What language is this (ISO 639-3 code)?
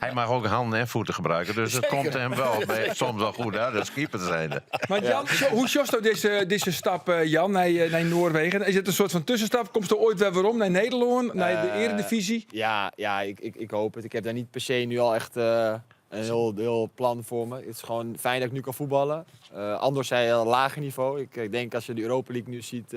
fry